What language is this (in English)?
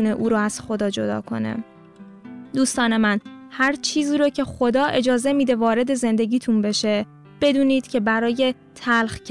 Persian